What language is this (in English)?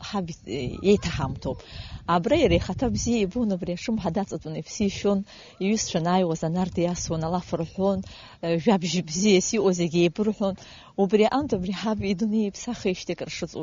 Abkhazian